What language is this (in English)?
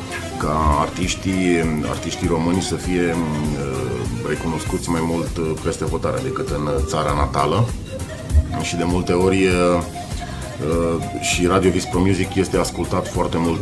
Romanian